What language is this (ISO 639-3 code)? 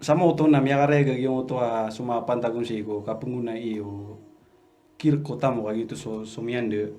mrw